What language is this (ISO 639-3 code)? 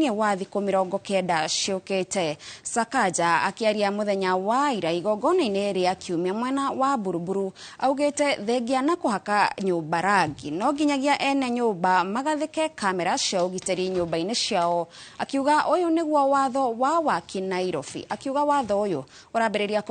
kik